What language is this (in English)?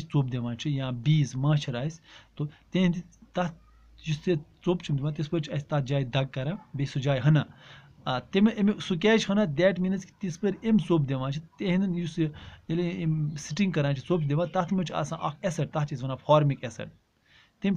Kashmiri